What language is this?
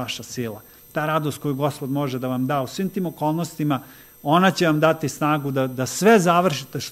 Serbian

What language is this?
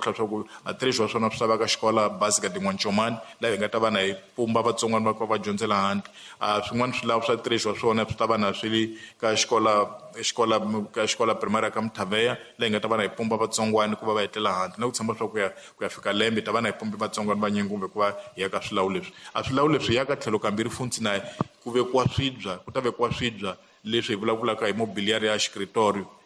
Tsonga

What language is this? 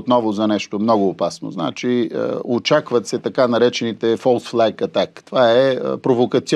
Bulgarian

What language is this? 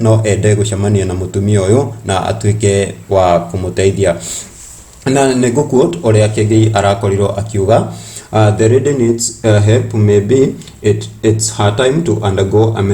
Kikuyu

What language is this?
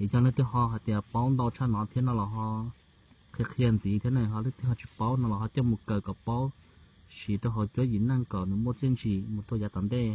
Hmong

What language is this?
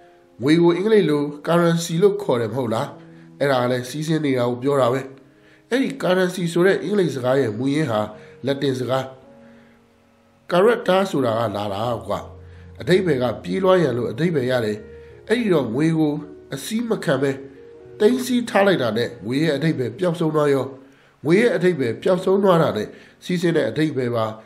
Burmese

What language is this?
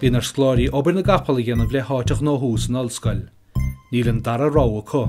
Irish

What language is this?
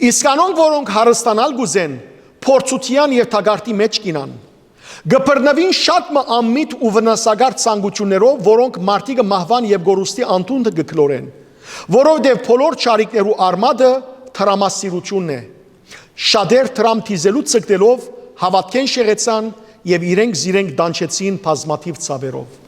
Western Armenian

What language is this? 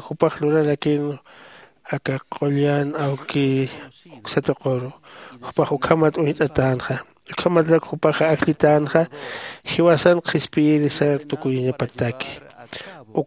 Aymara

